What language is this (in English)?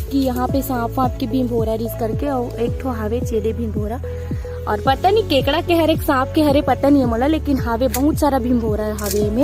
Chhattisgarhi